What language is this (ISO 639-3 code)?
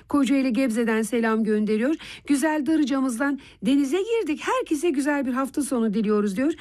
tur